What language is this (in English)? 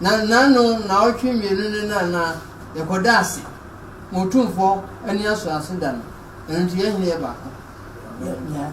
Akan